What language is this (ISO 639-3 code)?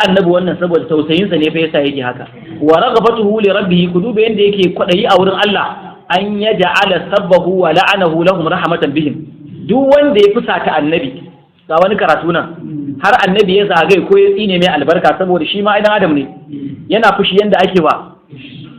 hau